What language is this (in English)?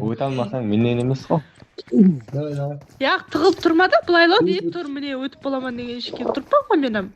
Kara-Kalpak